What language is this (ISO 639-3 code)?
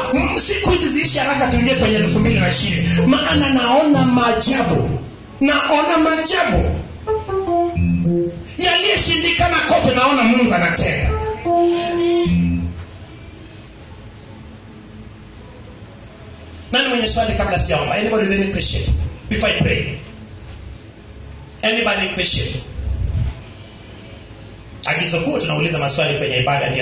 swa